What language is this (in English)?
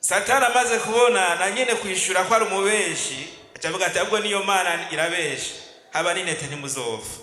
Rundi